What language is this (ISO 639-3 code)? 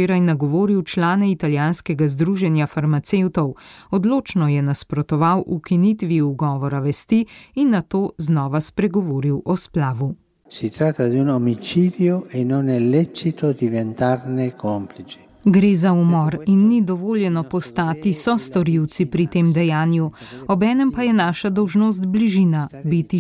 slv